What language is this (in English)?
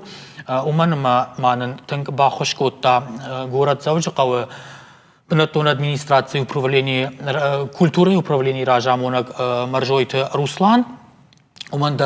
Ossetic